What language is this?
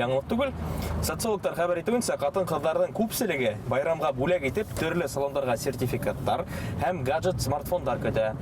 Bashkir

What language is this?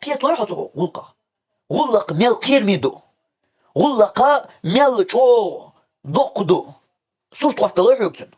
Chechen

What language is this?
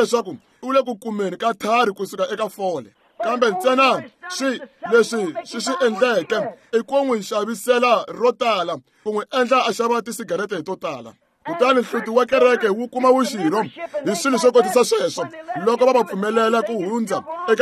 Tsonga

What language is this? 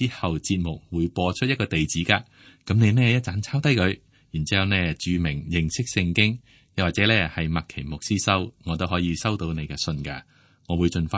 Cantonese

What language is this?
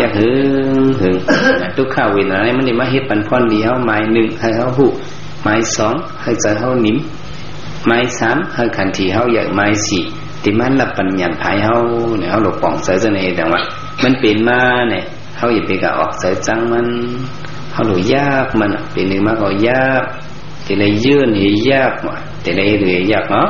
Shan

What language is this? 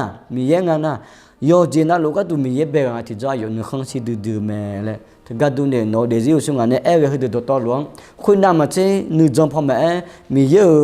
Akha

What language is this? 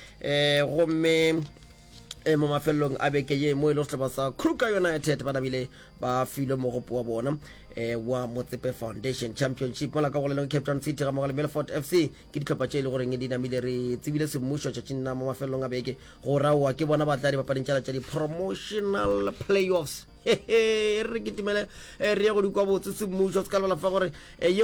Northern Sotho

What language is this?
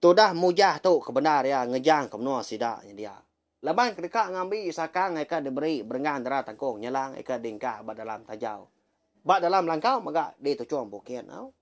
Iban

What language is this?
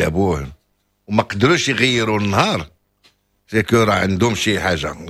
Moroccan Arabic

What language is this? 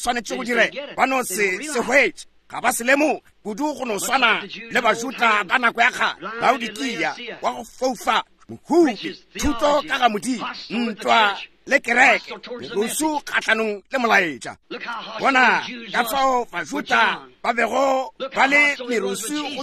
Northern Sotho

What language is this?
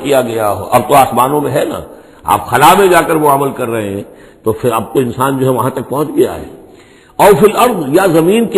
Urdu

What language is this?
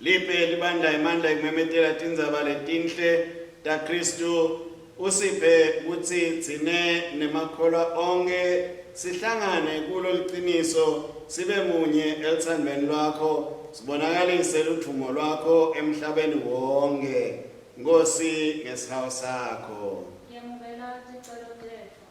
Swati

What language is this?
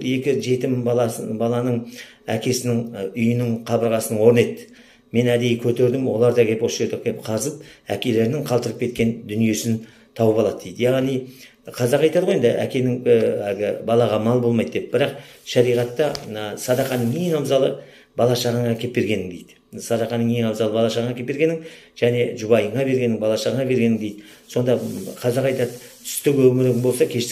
Kazakh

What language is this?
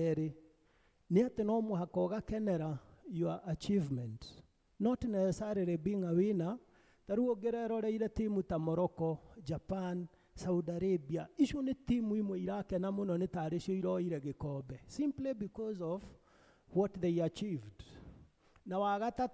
Kikuyu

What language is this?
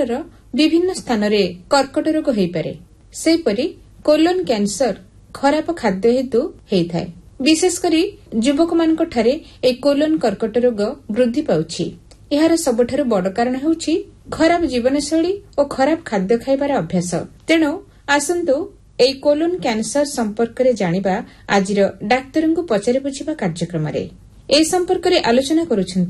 Odia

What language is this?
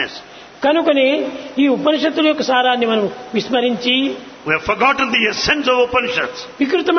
Telugu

